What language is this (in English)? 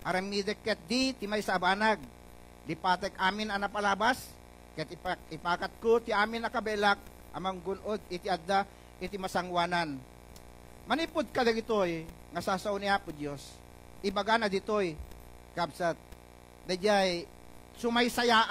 Iloko